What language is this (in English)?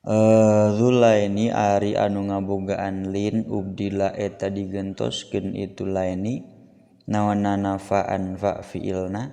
Sundanese